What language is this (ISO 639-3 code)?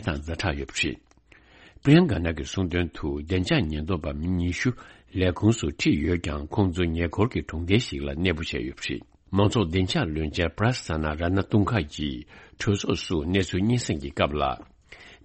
bod